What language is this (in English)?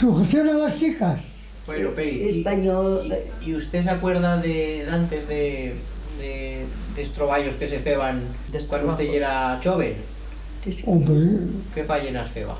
Aragonese